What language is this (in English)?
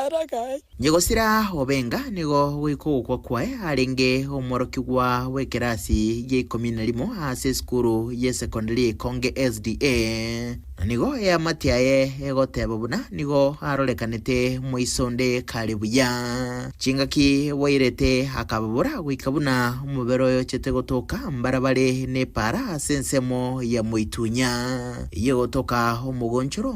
Gusii